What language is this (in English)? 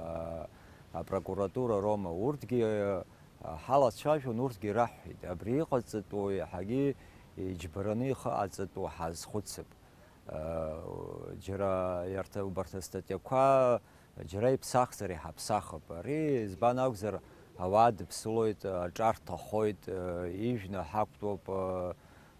Abkhazian